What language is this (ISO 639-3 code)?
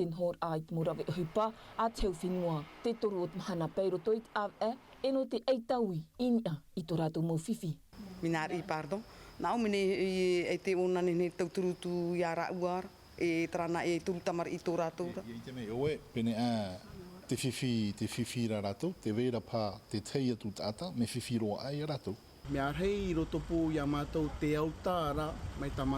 tah